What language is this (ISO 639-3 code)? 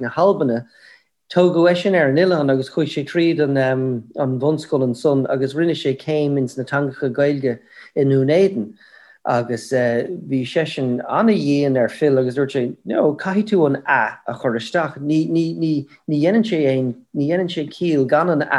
gle